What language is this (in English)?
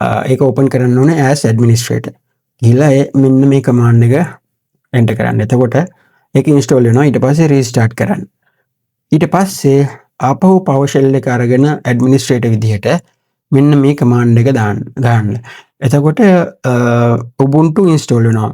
Sinhala